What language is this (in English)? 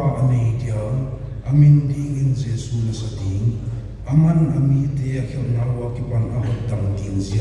Paite Chin